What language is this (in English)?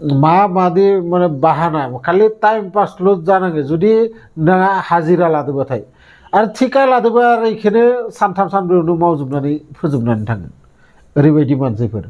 Bodo